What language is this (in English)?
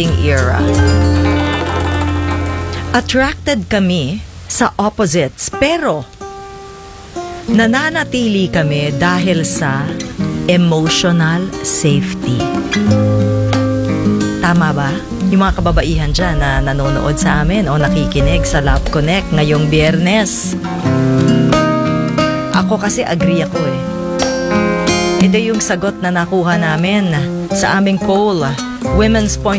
Filipino